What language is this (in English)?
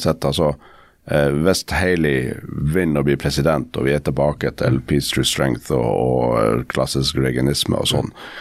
Norwegian